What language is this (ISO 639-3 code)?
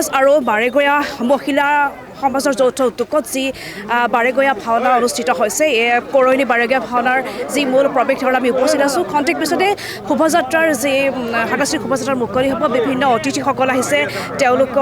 asm